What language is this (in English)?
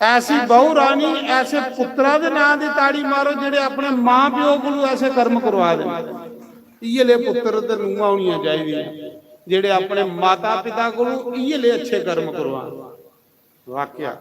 Dogri